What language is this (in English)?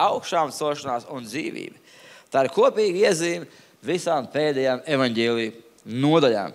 Latvian